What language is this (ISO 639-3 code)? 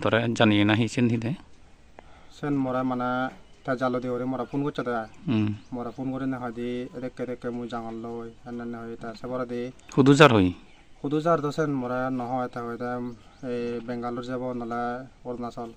ccp